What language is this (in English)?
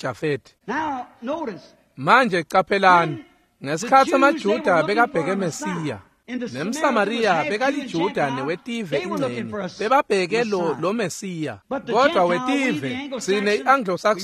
Swati